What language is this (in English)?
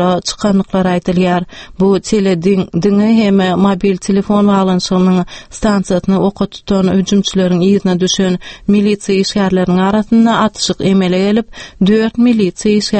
Turkmen